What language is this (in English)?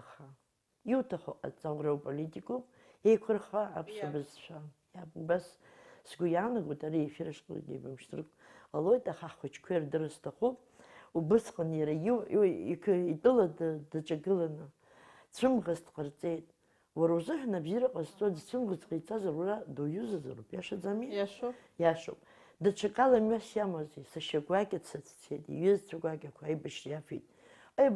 Abkhazian